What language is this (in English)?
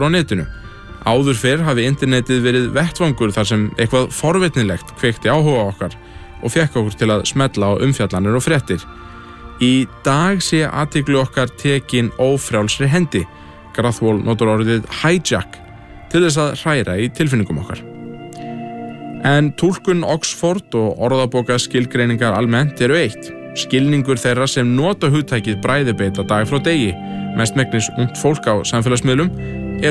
Icelandic